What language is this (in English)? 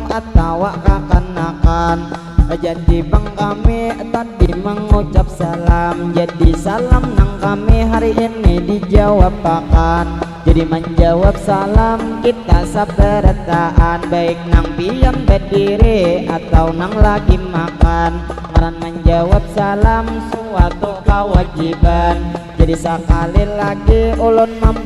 Banjar